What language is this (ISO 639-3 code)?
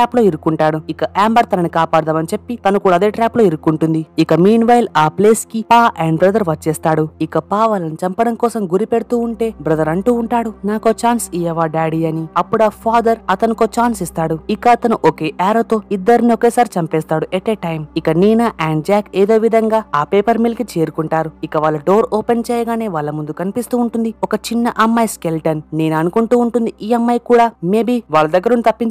tel